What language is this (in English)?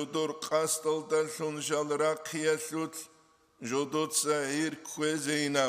Avaric